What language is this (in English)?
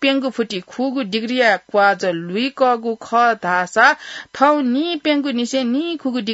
Newari